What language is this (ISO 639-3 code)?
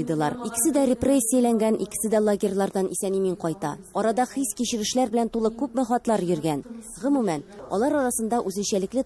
tat